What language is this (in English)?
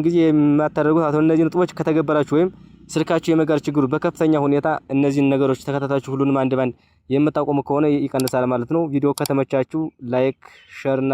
Amharic